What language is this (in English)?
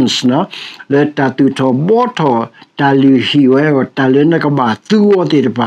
S'gaw Karen